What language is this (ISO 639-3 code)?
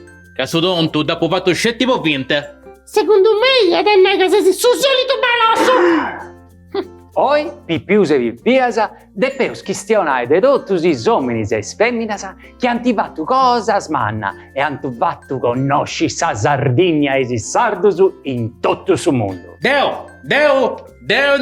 srd